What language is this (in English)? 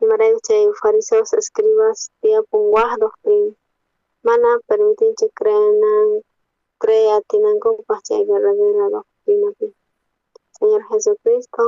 South Bolivian Quechua